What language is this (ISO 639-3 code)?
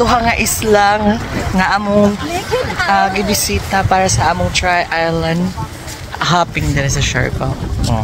ceb